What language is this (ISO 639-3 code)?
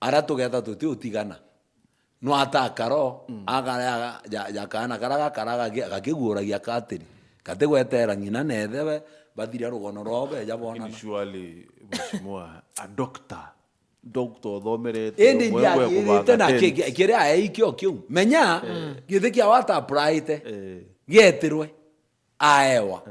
mer